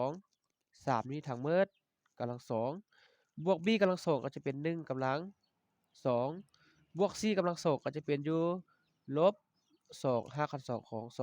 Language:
Lao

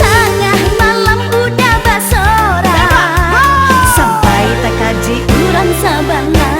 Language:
Minangkabau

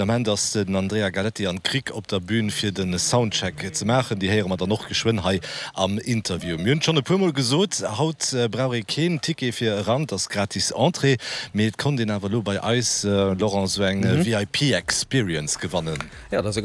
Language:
Luxembourgish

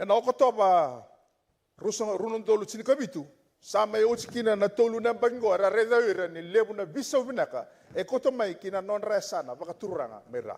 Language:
Fijian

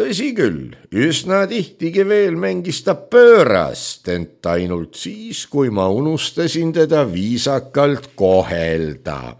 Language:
Estonian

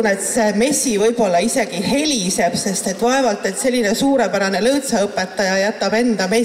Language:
Estonian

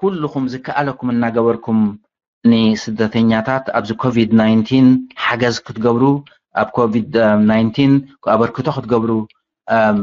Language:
Tigrinya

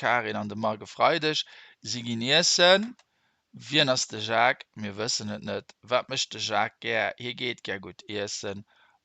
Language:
Luxembourgish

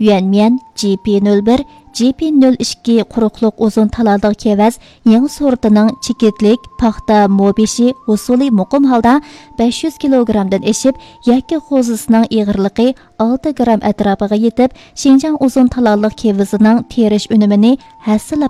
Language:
Uyghur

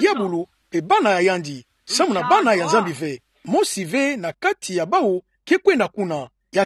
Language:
Kituba (Democratic Republic of Congo)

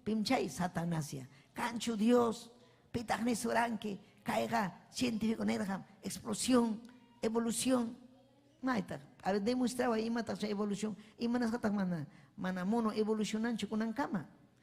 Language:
Ayacucho Quechua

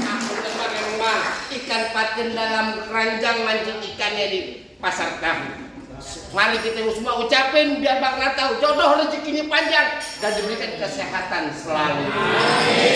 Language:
Betawi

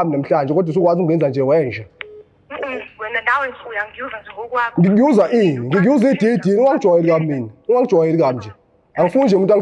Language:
Zulu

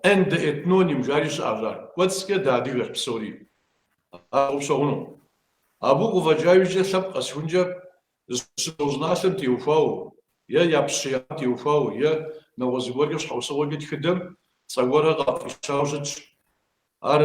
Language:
Kabardian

